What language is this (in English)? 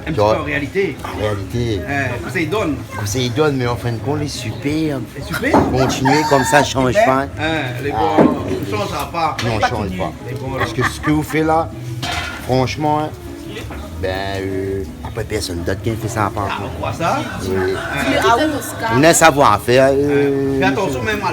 Réunion Creole French